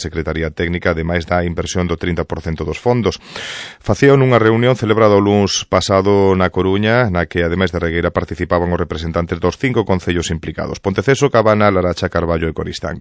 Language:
Galician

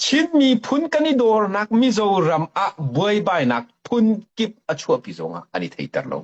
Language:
Hakha Chin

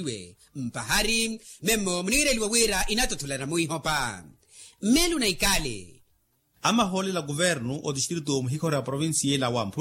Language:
Makhuwa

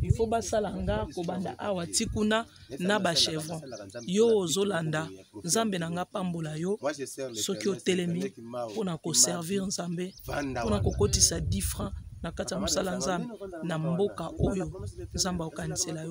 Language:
Lingala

